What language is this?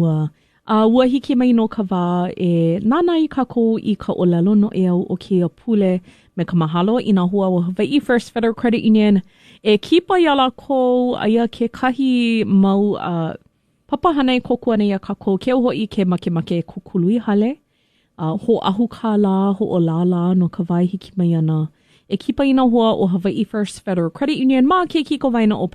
Hawaiian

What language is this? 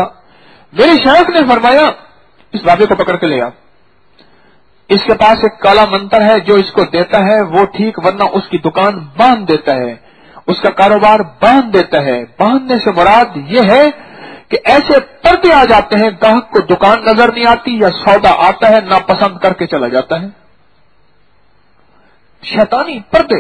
Urdu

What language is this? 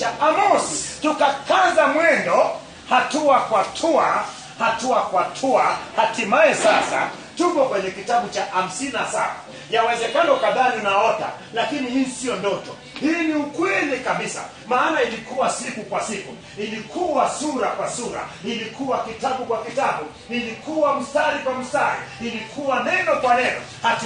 Swahili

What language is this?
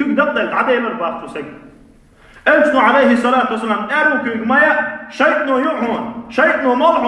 Chechen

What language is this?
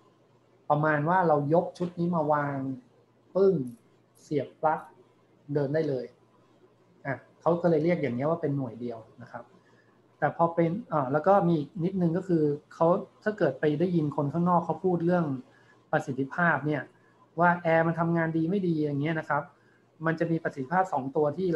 Thai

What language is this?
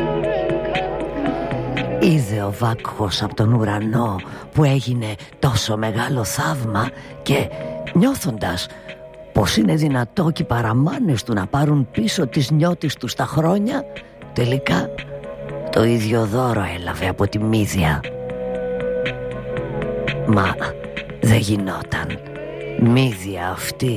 Greek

